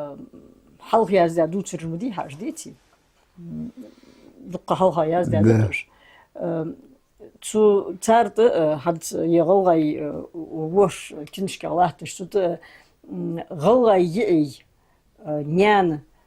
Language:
Ingush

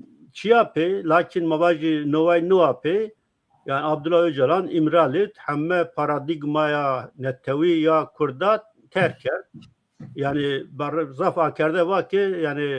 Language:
Zaza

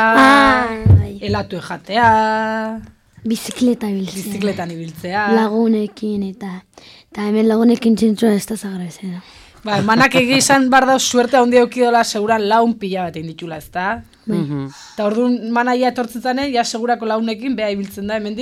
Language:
Basque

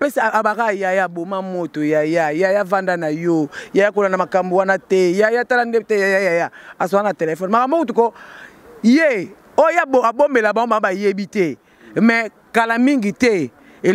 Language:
Lingala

